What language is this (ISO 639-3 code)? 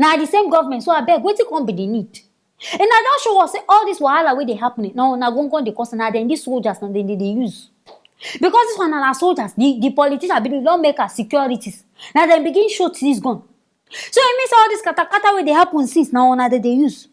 pcm